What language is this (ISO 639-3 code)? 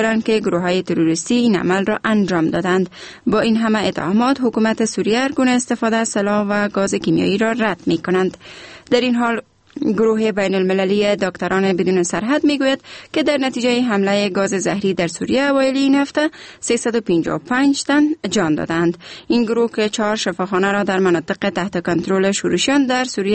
fas